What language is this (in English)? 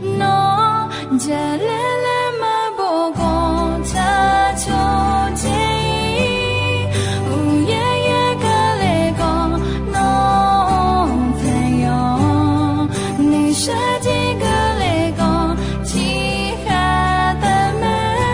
Akha